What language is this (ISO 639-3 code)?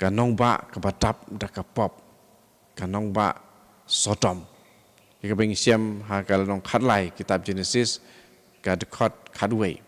kha